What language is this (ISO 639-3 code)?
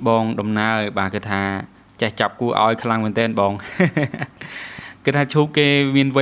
khm